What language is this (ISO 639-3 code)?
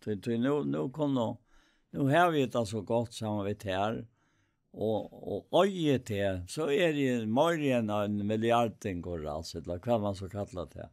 fao